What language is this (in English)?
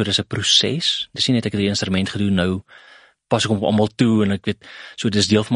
Afrikaans